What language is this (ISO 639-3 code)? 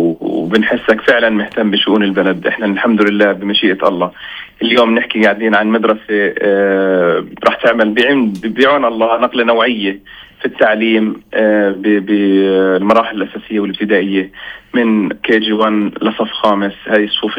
apc